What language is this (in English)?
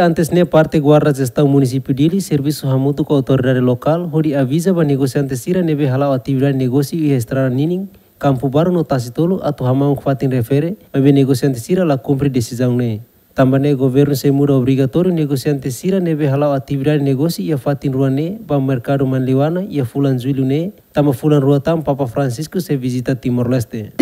Tetum